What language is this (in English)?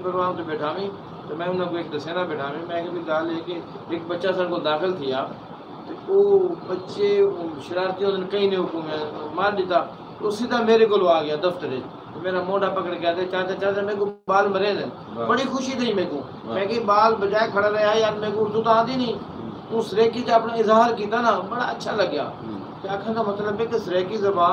Saraiki